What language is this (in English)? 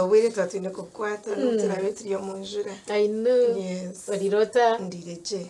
Nyankole